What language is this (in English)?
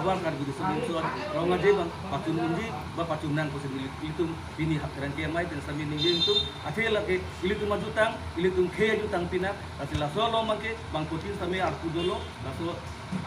Karbi